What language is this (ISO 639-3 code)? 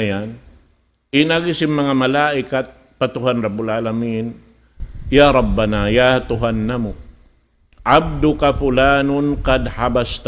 tsg